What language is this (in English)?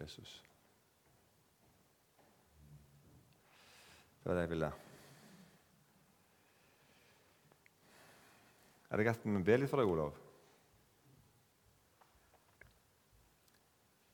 Norwegian